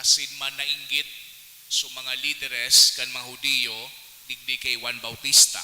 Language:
Bikol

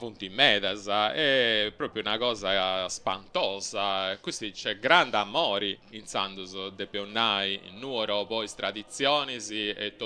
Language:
Sardinian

